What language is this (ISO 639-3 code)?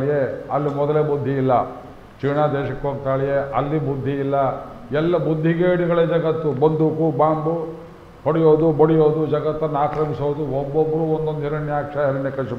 kan